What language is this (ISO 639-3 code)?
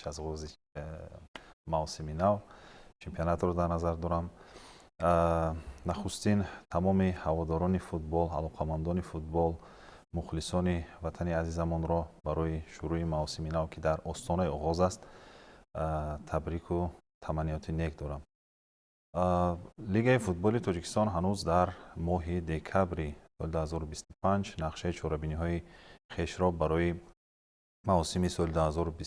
tgk